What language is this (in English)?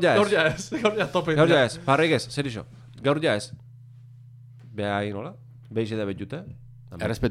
Basque